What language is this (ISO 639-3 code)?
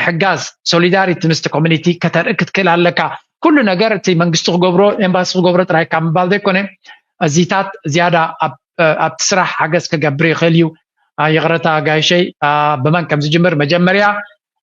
tir